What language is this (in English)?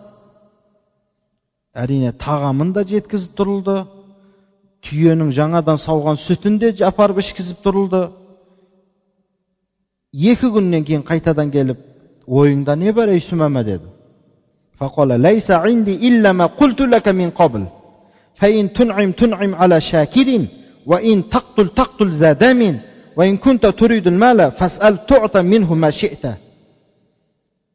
Kazakh